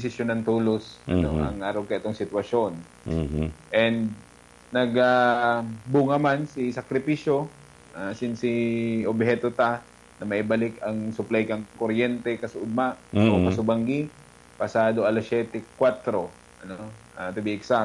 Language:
Bikol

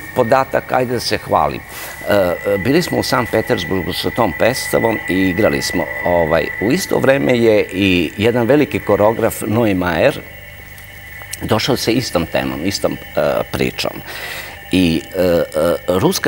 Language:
Serbian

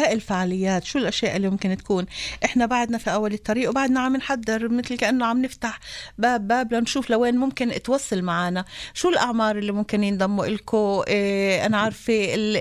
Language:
North Levantine Arabic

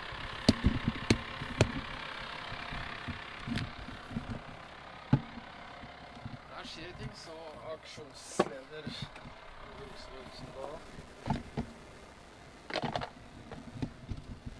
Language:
Norwegian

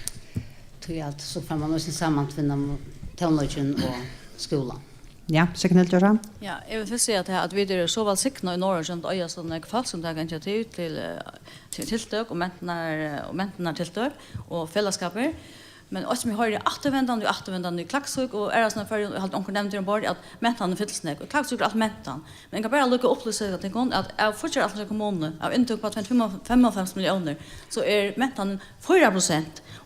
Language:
Faroese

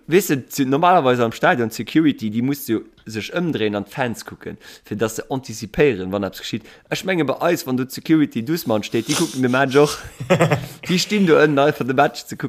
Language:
Luxembourgish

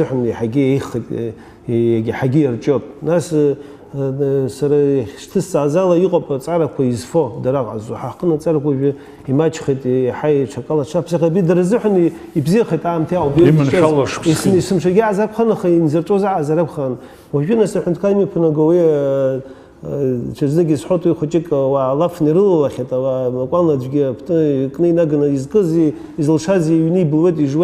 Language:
Abkhazian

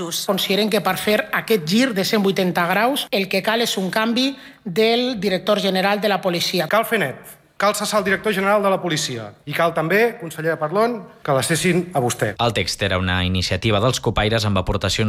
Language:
Catalan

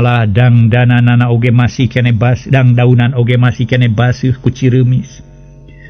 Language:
Sundanese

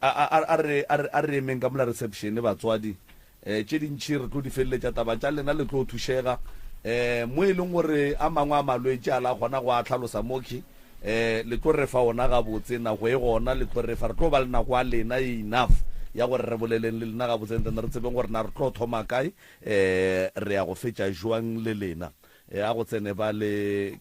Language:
Northern Sotho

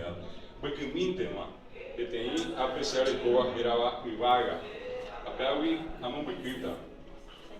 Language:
Guarani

